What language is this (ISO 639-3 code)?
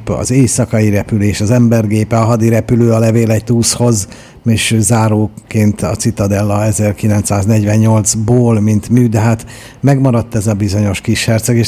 hun